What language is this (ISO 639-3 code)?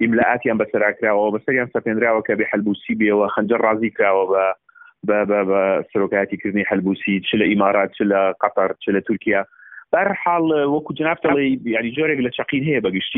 ckb